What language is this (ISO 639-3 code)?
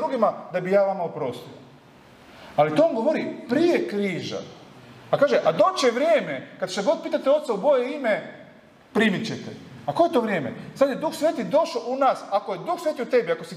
hrv